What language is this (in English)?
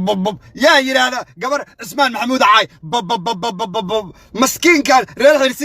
Somali